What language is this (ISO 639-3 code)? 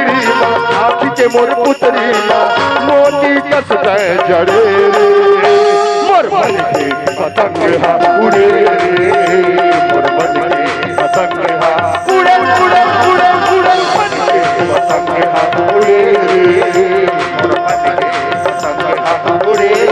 hne